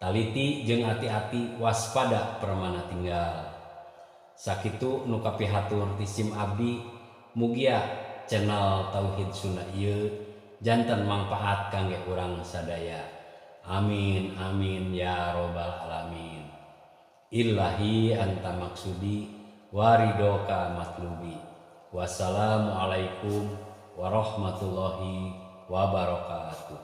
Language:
Sundanese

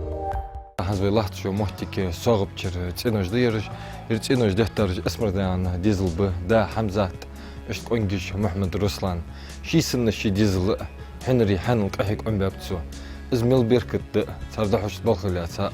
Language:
Ingush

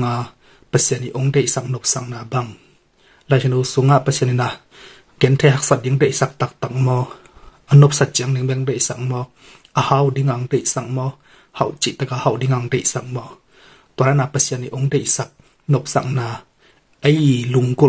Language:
Tedim Chin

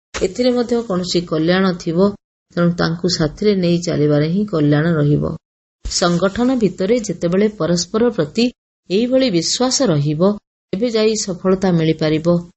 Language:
Odia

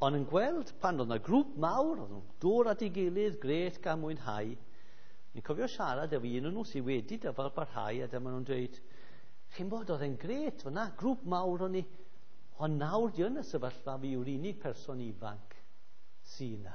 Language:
Welsh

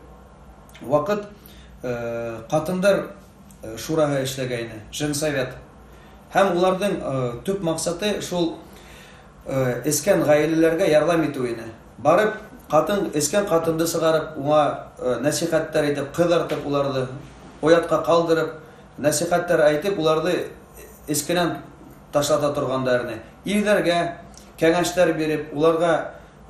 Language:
Bashkir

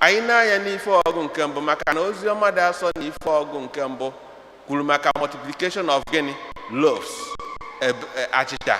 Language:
Igbo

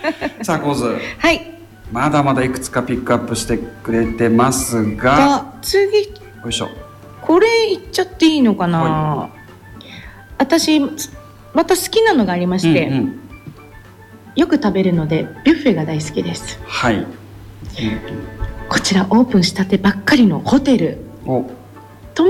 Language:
Japanese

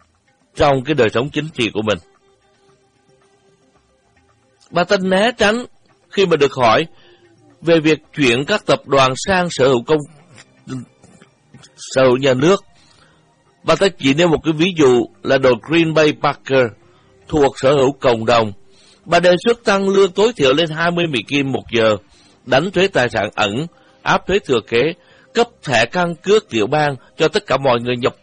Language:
Vietnamese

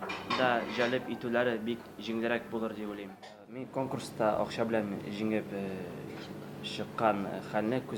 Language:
Tatar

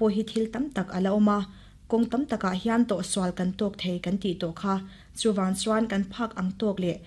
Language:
Mizo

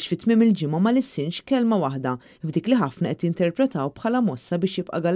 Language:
Maltese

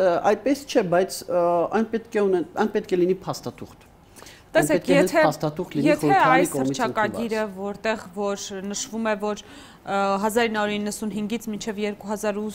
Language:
Armenian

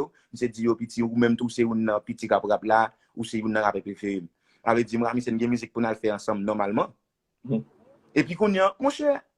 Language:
Haitian Creole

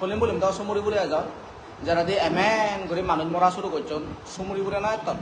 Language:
Chakma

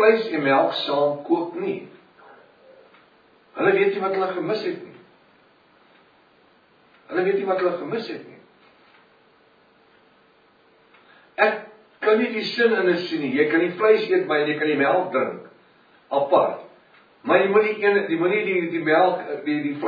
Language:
Afrikaans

